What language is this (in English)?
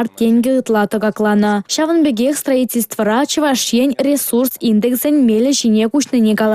Chuvash